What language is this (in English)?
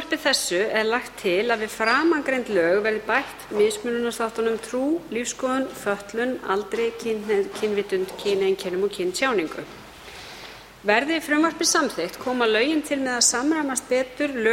Icelandic